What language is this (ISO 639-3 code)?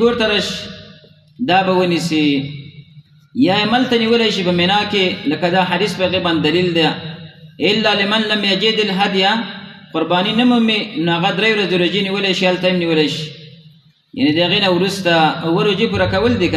pus